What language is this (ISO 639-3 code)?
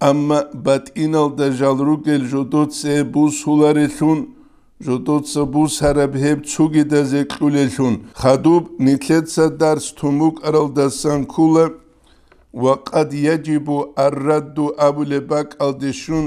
ava